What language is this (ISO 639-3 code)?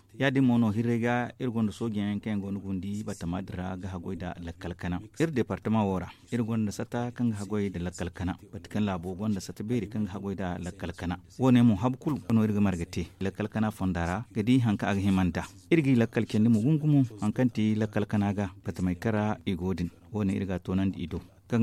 dje